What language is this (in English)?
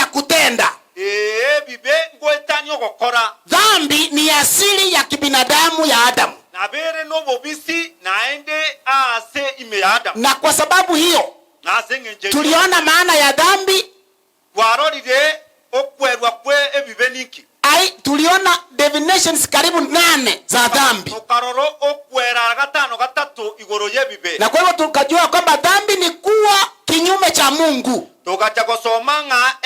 Gusii